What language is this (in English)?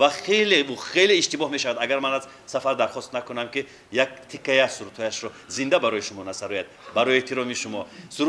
Tajik